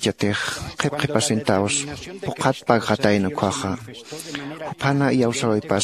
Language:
Aymara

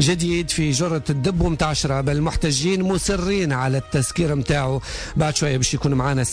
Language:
Tunisian Arabic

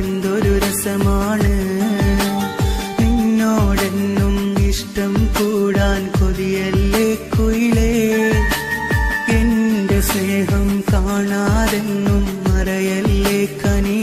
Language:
Malayalam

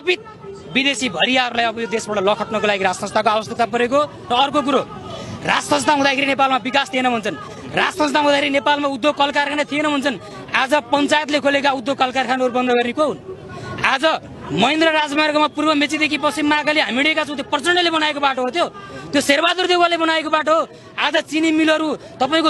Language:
Nepali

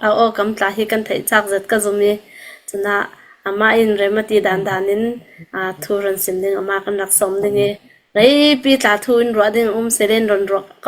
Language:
Falam Chin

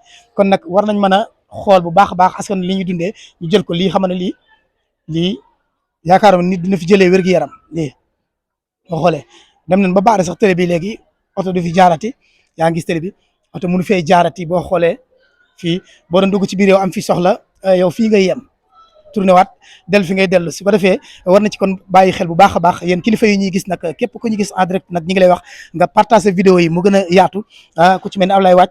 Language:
Wolof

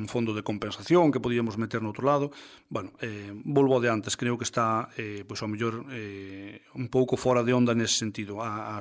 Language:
Galician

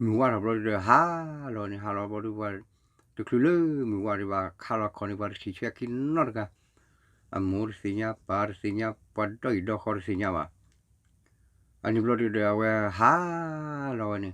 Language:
S'gaw Karen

